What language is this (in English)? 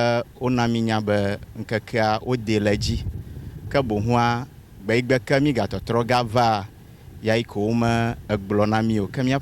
Ewe